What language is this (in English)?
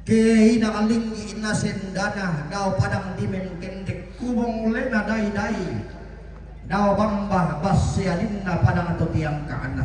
Toraja-Sa'dan